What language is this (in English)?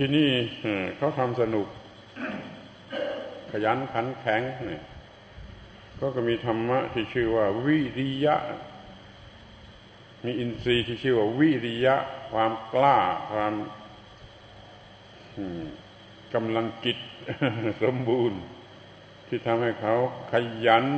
Thai